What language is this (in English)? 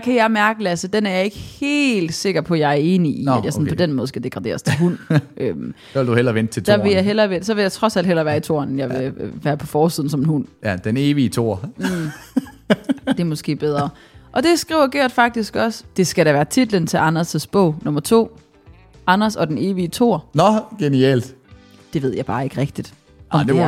Danish